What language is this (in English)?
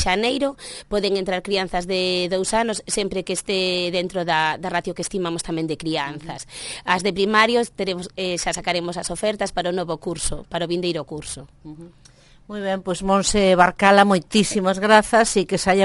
Galician